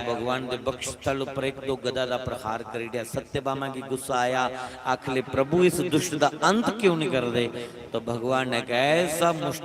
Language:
Dogri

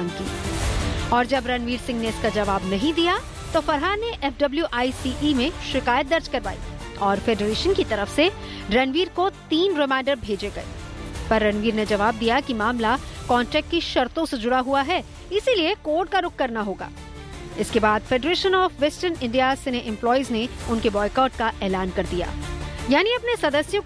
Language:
Hindi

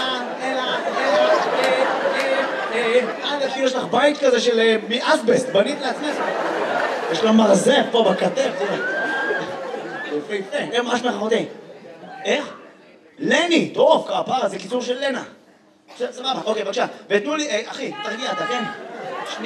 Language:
Hebrew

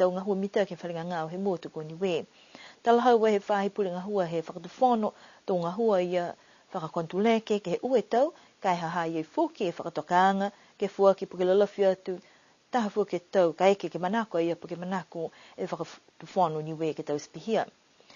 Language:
Niuean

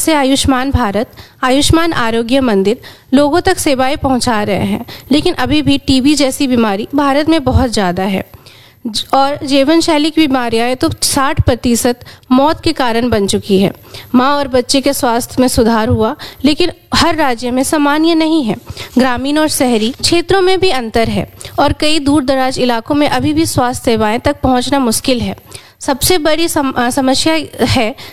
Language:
Hindi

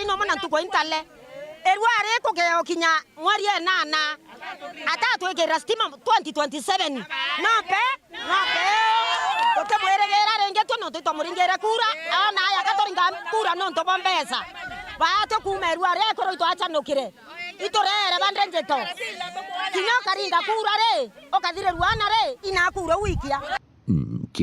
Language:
Meru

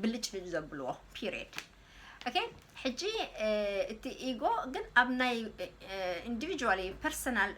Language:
Tigrinya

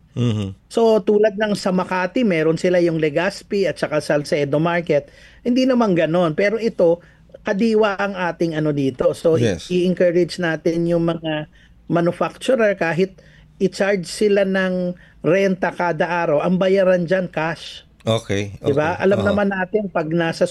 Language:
Filipino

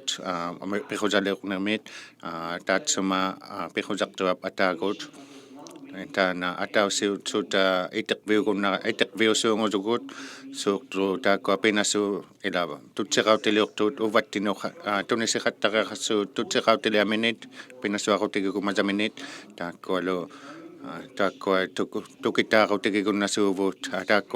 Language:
Inuktitut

